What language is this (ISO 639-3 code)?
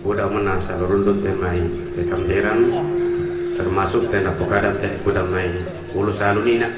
sda